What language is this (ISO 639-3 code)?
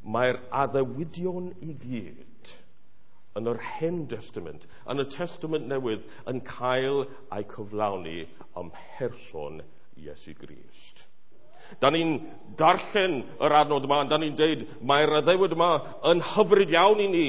cym